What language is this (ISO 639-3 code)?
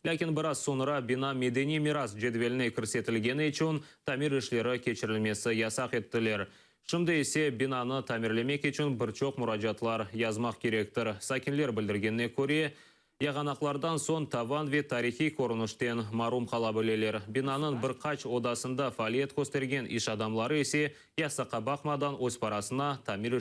crh